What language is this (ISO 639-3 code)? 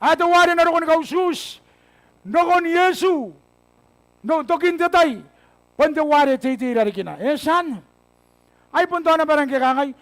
gil